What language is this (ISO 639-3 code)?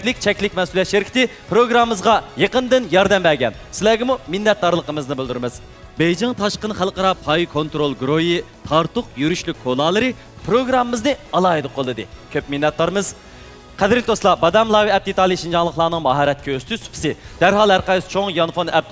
uig